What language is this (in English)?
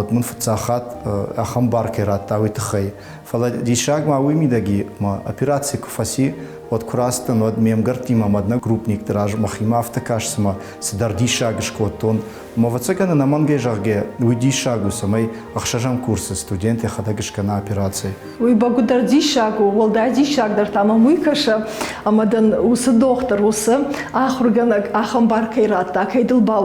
Ossetic